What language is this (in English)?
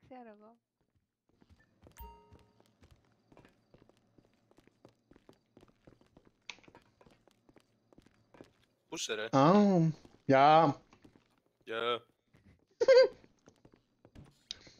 Greek